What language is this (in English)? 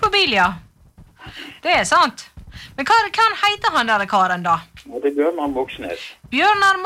Norwegian